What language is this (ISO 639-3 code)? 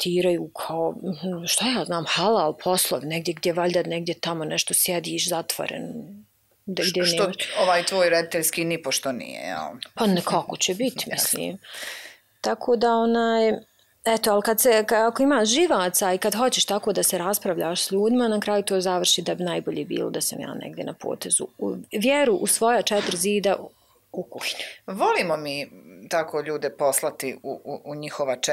bos